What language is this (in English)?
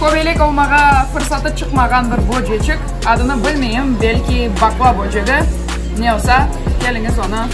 Crimean Tatar